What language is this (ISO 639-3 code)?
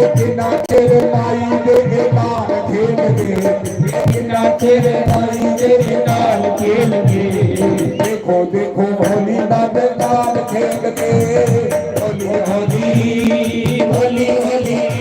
doi